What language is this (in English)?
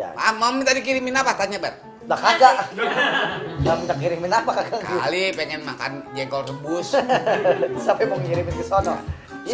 Betawi